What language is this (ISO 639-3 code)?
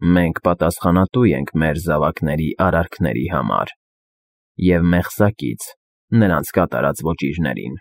hye